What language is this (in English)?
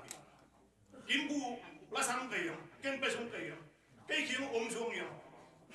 Tedim Chin